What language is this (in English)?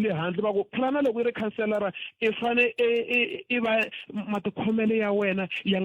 Tsonga